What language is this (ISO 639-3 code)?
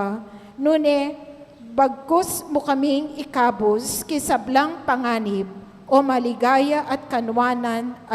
pam